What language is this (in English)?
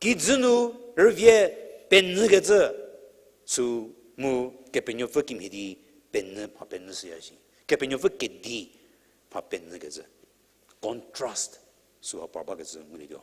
Angami Naga